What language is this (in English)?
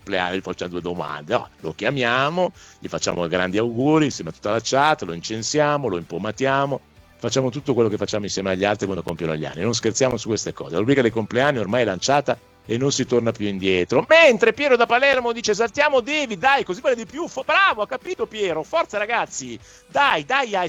Italian